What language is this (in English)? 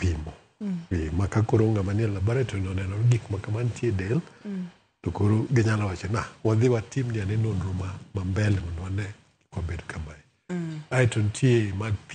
Luo (Kenya and Tanzania)